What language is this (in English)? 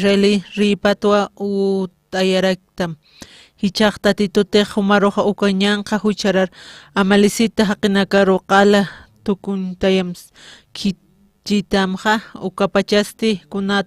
Aymara